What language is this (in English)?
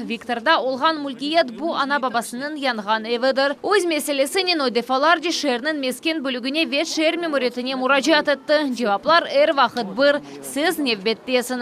Crimean Tatar